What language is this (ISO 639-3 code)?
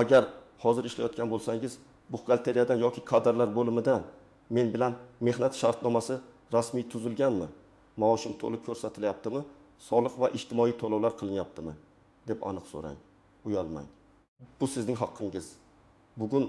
uzb